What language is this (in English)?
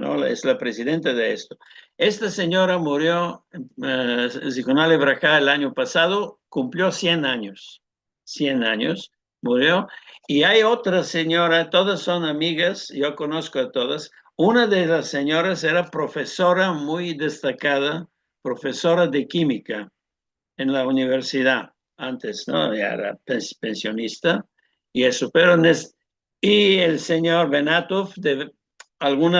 Ladino